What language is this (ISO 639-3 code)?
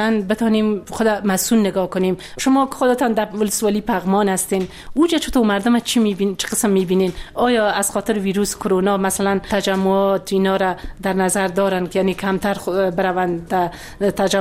fas